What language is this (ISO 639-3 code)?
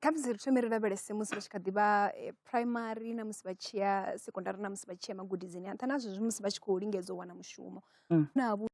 ven